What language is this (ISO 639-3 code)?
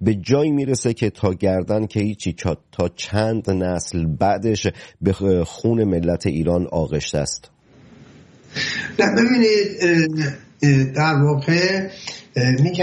fas